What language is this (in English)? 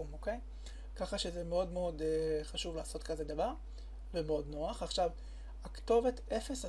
Hebrew